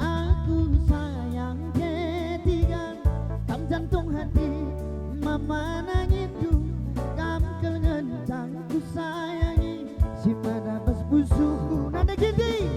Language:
Batak Karo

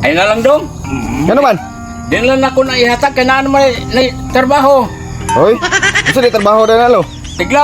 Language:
Cebuano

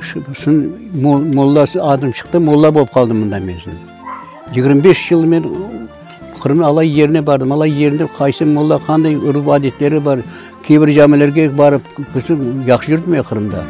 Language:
Crimean Tatar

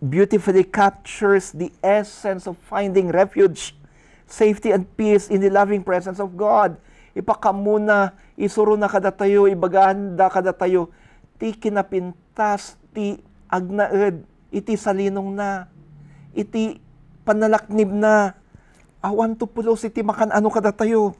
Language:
Iloko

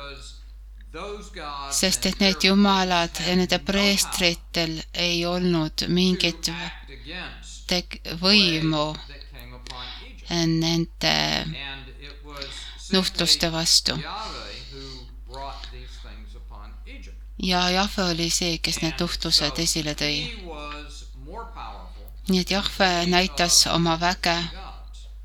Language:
Estonian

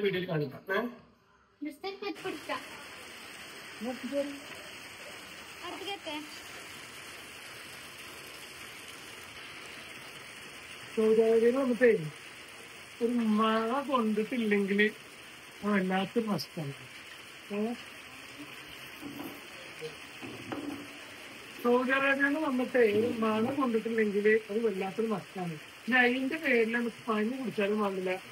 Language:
Malayalam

